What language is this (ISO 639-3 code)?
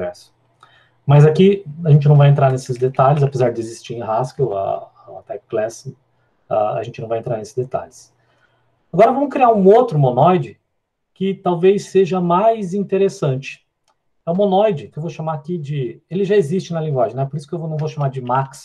por